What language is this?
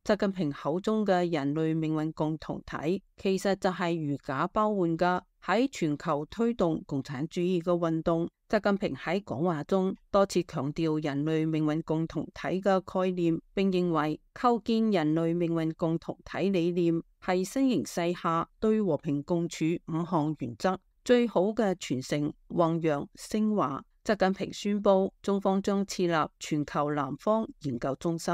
Cantonese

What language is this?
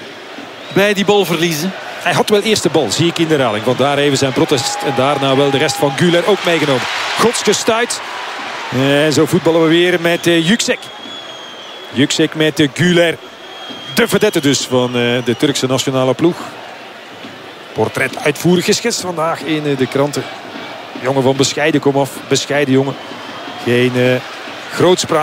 Dutch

